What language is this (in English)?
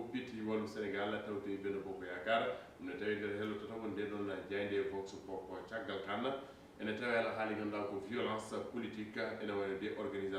Fula